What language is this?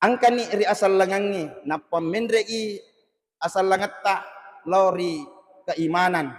Buginese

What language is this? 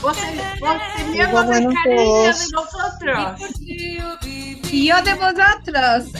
Ladino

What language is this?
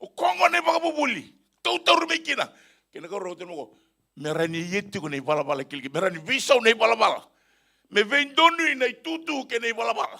Fijian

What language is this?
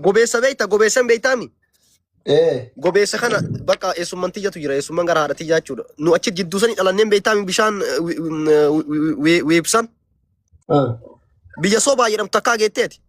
Oromo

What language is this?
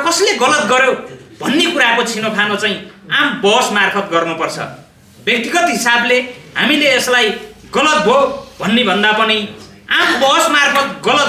Nepali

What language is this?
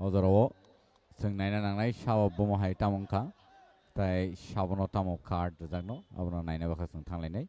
Kok Borok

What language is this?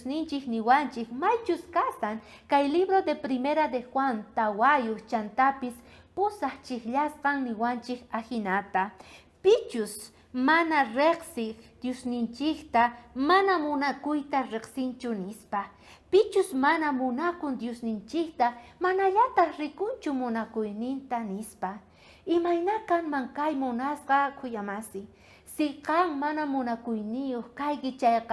South Bolivian Quechua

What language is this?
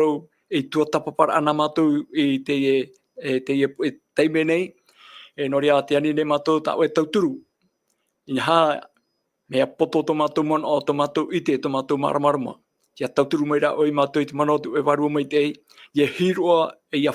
Tahitian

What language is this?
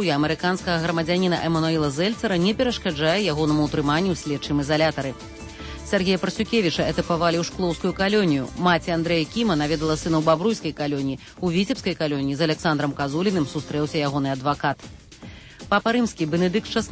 Belarusian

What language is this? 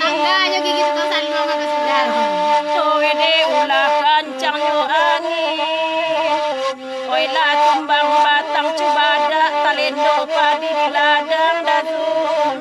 Minangkabau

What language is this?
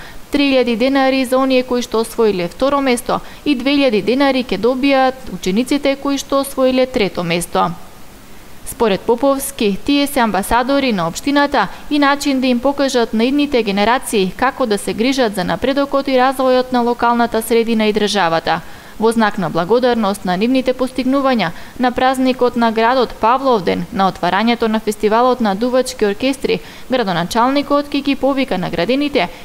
Macedonian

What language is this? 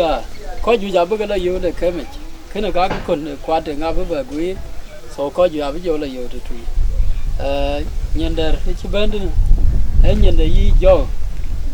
Dinka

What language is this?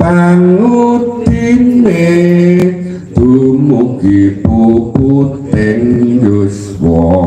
Javanese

